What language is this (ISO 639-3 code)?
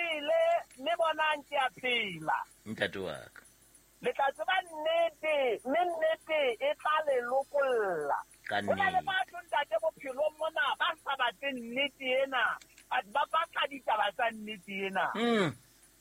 sot